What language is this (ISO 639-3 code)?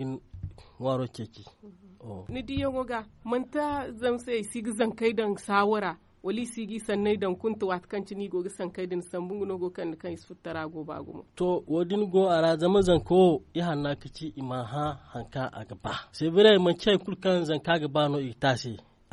dje